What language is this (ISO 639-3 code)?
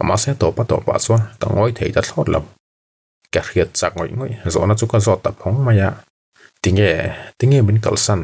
lus